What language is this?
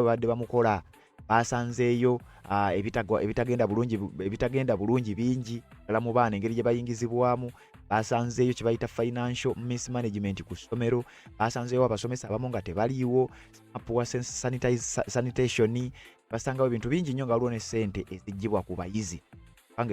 Ganda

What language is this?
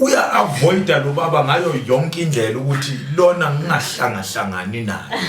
Zulu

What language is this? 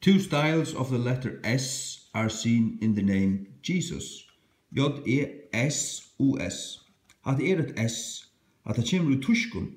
Faroese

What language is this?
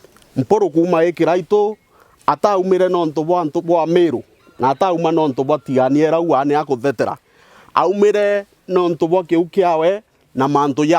Meru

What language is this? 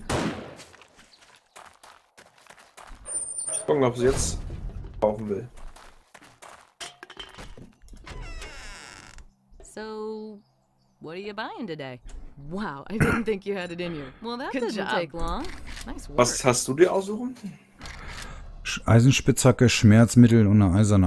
German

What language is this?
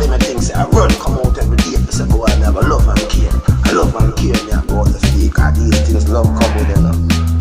Jamaican Creole English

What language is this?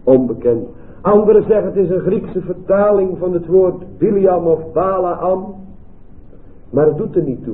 Dutch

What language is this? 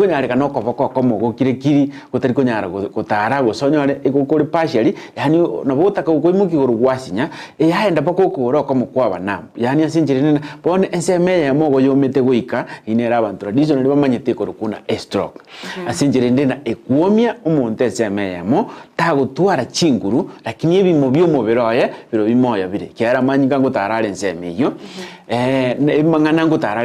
Gusii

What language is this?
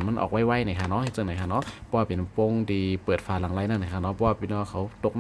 Shan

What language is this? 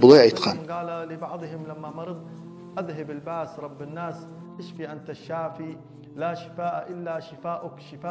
Kumyk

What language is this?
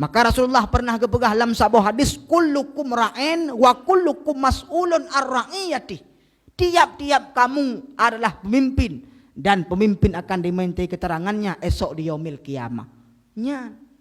Achinese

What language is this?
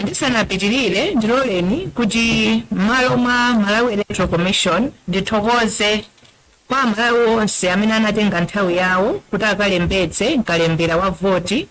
Nyanja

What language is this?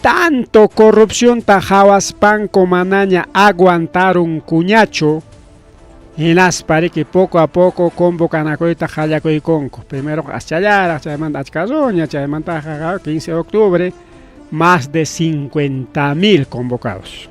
Ayacucho Quechua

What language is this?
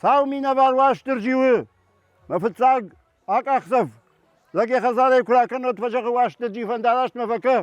Ossetic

